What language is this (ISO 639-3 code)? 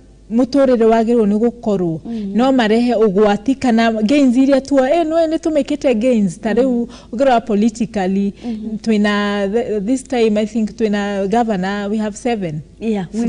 kik